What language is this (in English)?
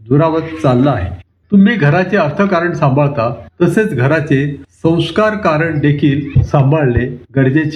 Marathi